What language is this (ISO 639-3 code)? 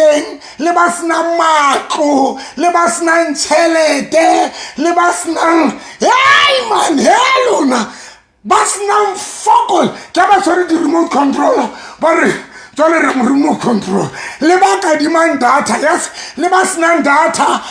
sot